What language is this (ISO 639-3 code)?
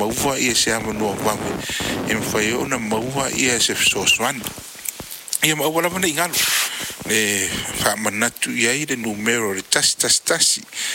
smo